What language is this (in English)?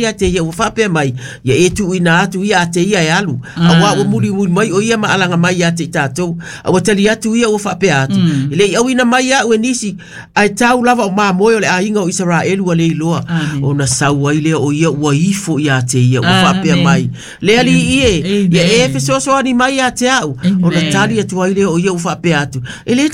Samoan